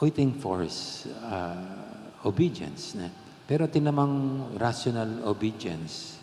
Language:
Pampanga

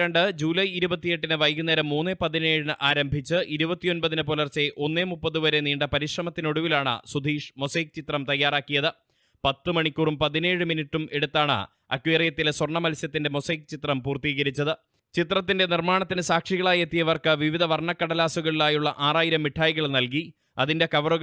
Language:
Malayalam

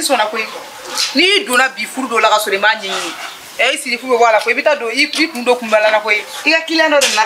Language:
Bambara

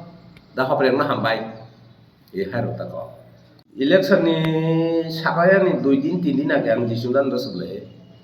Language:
Kok Borok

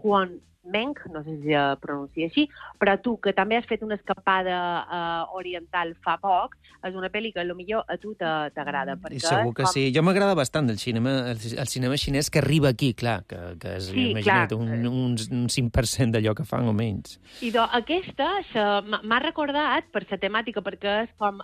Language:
Catalan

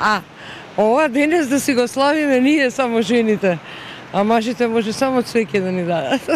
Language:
Macedonian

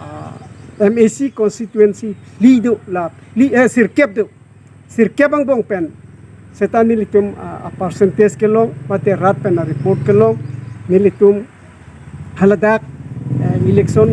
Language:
Karbi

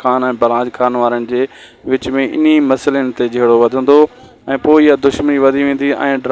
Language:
Sindhi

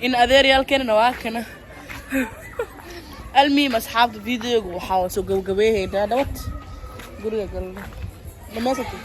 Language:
Somali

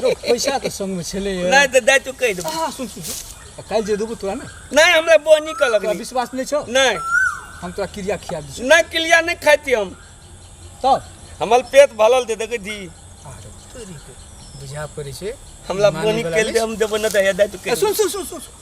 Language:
Maithili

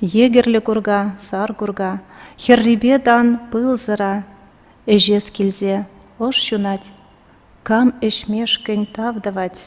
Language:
Chuvash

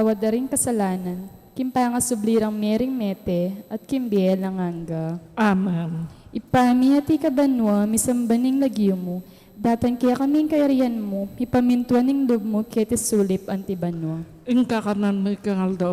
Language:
Pampanga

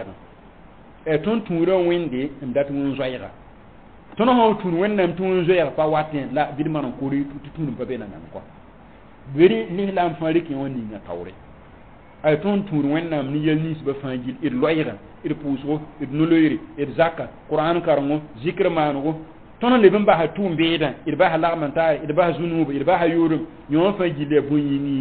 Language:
Mossi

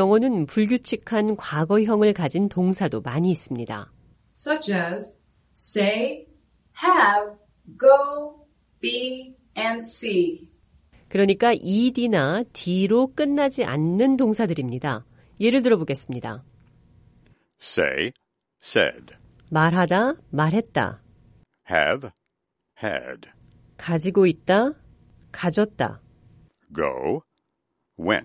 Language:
Korean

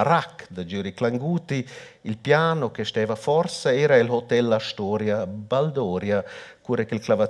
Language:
Romansh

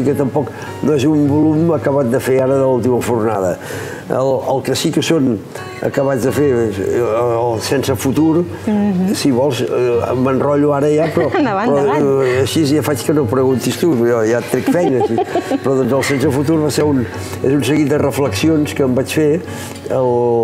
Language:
Catalan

